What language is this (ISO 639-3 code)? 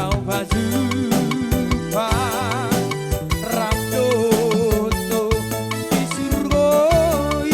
bbc